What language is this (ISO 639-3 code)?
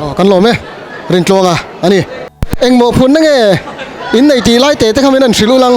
lus